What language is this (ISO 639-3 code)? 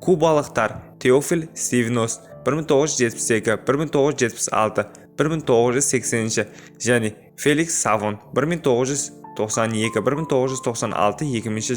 kaz